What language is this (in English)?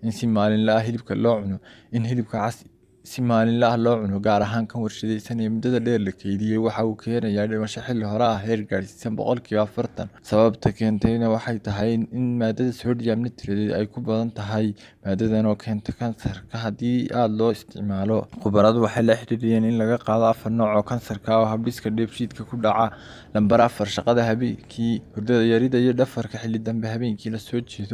Somali